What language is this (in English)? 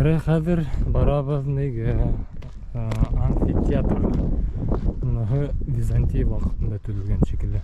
Bashkir